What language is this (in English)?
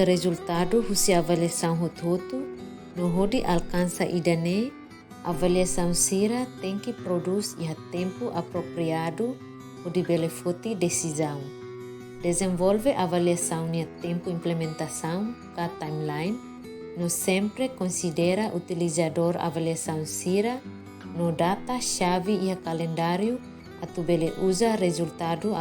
Tetum